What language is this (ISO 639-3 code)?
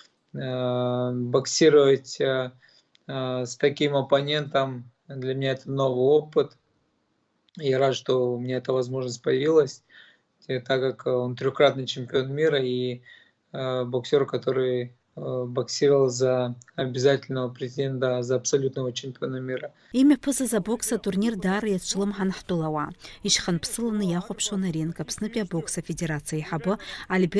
abk